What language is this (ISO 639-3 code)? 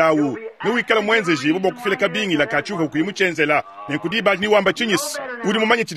lua